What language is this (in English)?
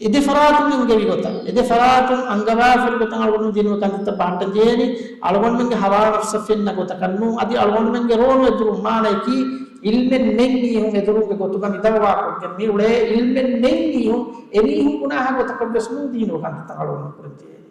Divehi